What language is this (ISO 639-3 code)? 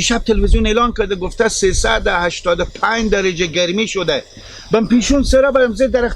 fas